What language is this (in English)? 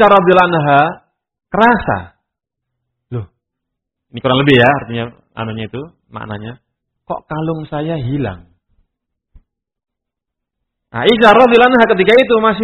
Indonesian